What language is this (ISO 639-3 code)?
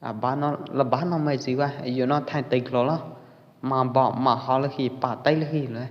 kjp